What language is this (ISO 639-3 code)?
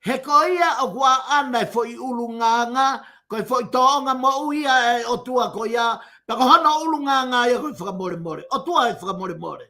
ton